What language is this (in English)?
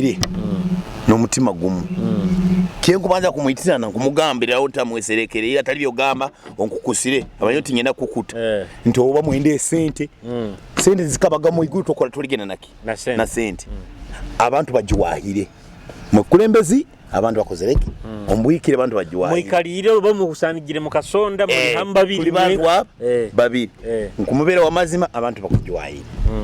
Nyoro